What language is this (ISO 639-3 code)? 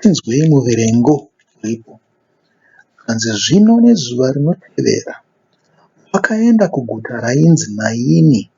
sna